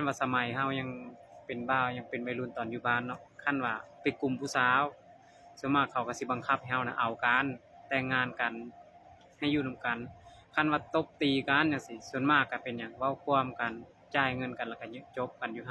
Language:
Lao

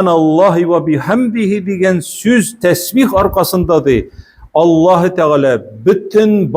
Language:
Tatar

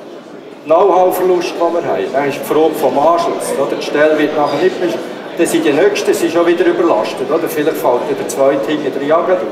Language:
German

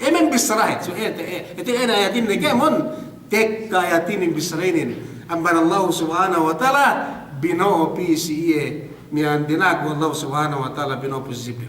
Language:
Yakan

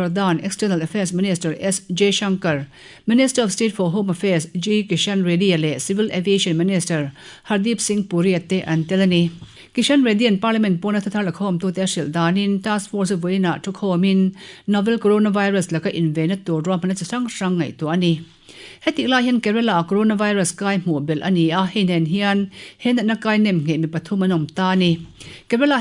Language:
Mizo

